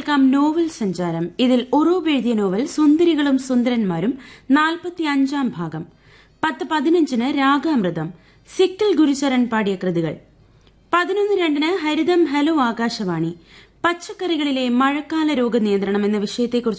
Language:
Malayalam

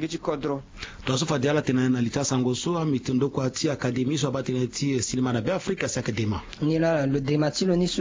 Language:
Sango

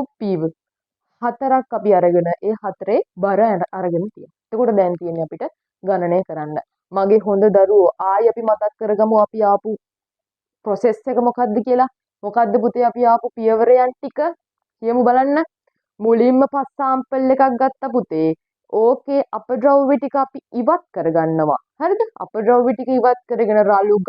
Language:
Sinhala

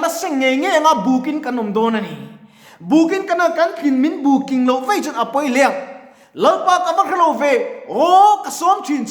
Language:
Mizo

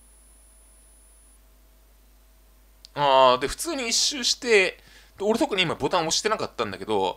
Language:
Japanese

